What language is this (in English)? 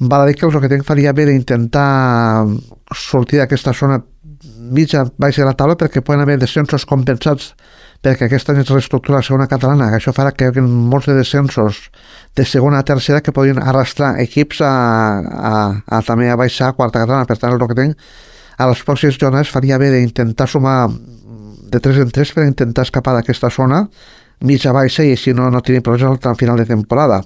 Catalan